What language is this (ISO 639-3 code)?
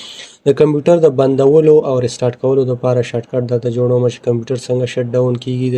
pus